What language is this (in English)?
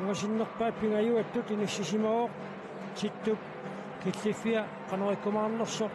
Kalaallisut